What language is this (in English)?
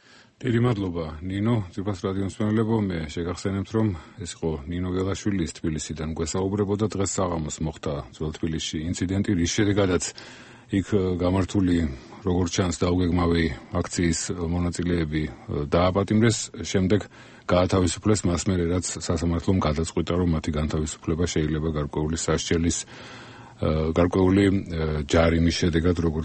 Georgian